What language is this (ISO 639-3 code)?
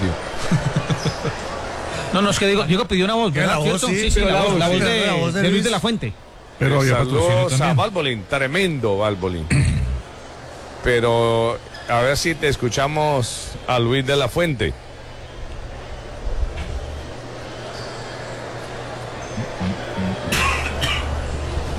spa